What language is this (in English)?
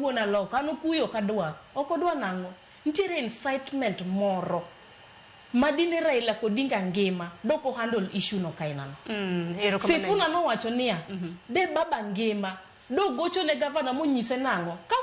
Luo (Kenya and Tanzania)